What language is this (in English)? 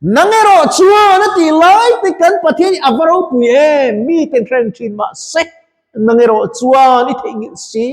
Mizo